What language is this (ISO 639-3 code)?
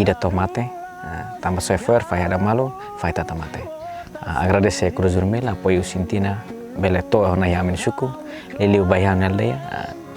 tet